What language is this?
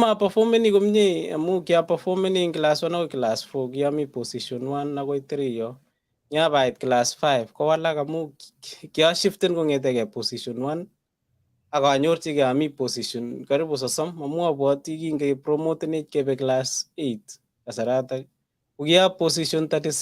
Kalenjin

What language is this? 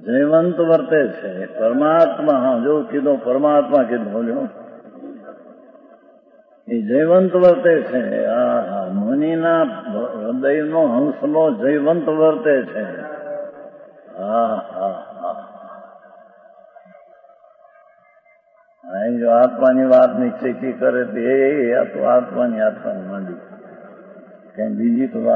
Gujarati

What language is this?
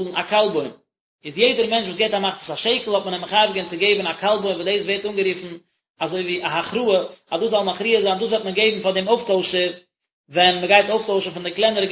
Yiddish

